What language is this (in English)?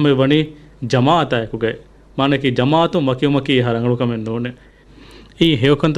Divehi